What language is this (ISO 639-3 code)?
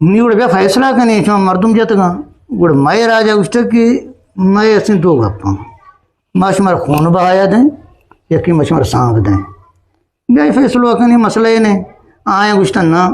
bgp